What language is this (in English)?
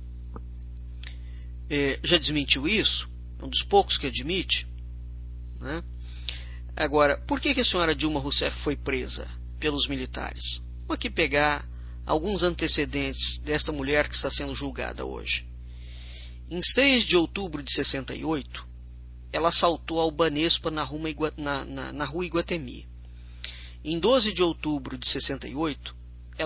Portuguese